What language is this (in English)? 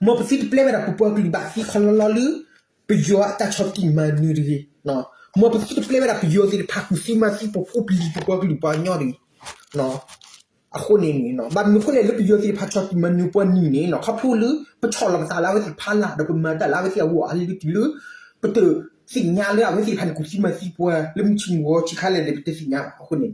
S'gaw Karen